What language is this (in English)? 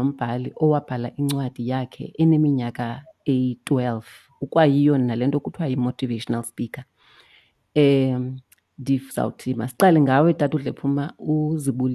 Xhosa